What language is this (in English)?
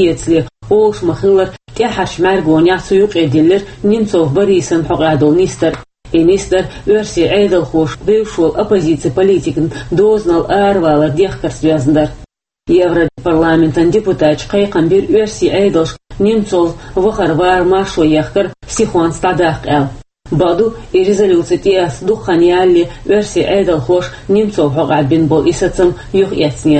Chechen